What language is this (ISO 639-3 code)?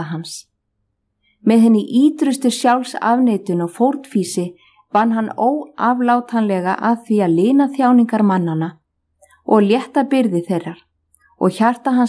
isl